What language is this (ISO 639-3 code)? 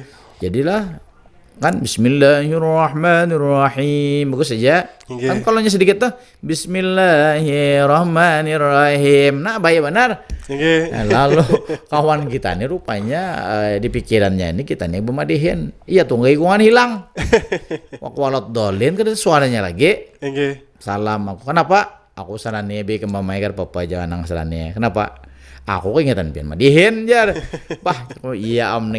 bjn